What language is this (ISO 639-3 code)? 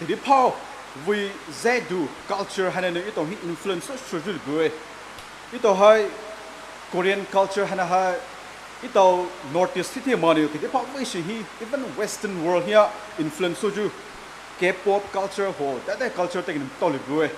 pmx